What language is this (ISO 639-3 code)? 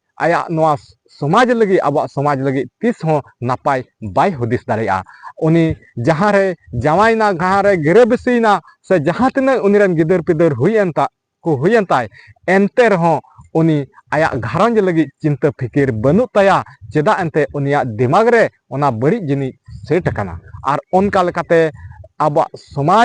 sat